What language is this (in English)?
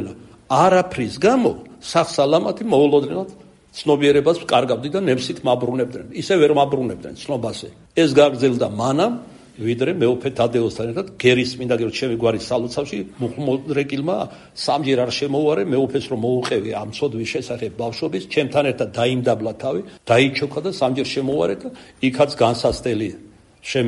Georgian